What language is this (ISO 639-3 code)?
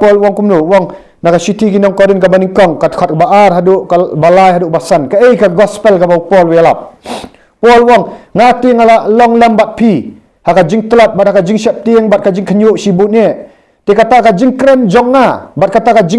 kha